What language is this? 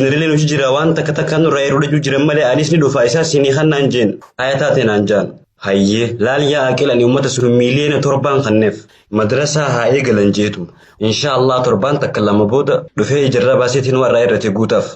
Oromo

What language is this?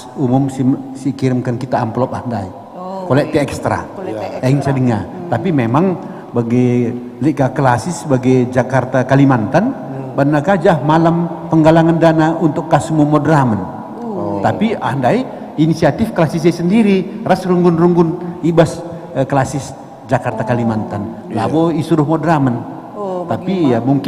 Batak Karo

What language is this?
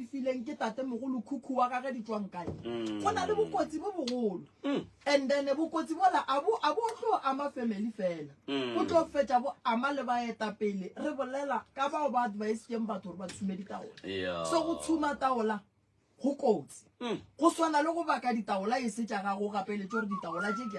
Northern Sotho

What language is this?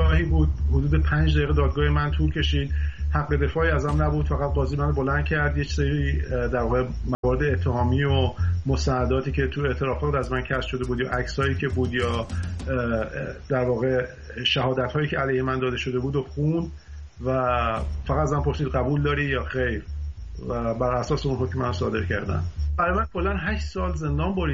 Persian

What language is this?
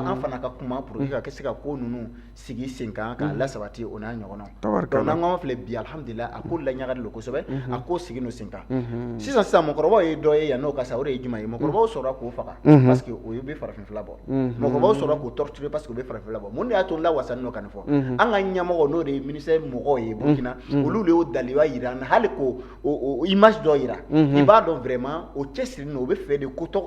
Bambara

